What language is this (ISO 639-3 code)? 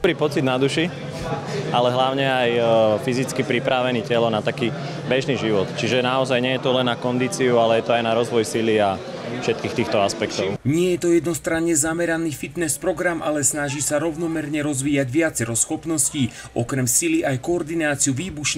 slk